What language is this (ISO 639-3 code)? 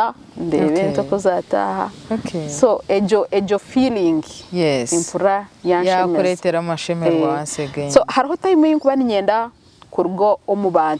nyn